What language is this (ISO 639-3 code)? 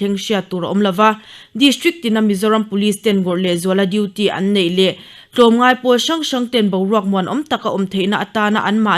lus